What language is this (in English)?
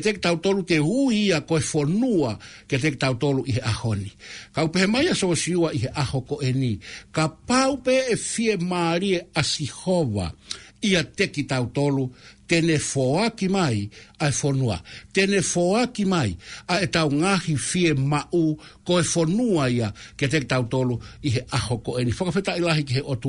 Tongan